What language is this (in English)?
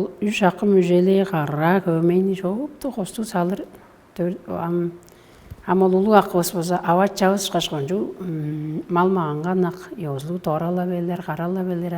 Tuvinian